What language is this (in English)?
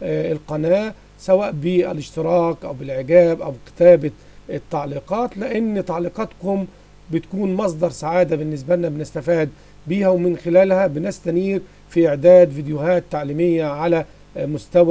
Egyptian Arabic